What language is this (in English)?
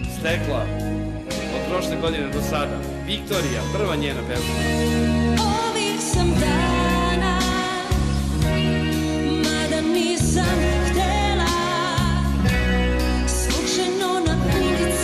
Serbian